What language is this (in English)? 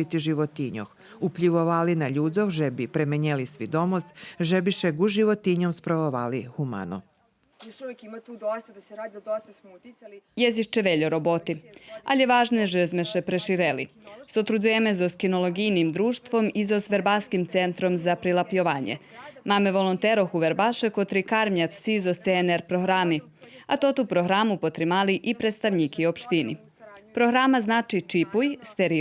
Rusyn